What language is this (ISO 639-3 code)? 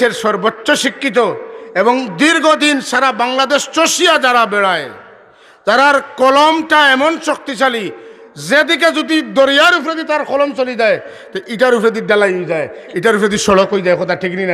syl